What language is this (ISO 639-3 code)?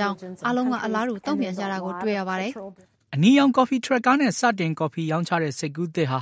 mya